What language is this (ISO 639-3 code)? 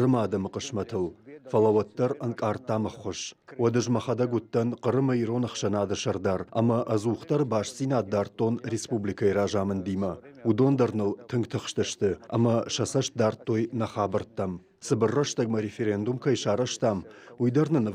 oss